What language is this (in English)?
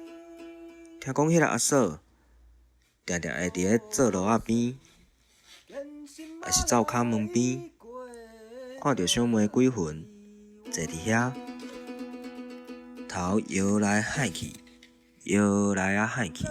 Min Nan Chinese